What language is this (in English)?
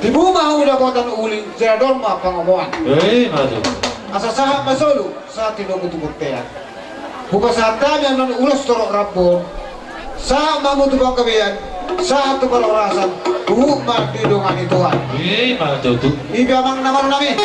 Batak Toba